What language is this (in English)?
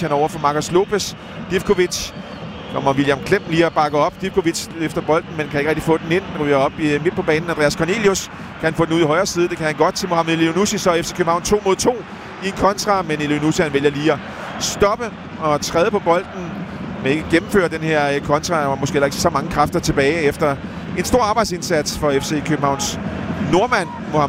Danish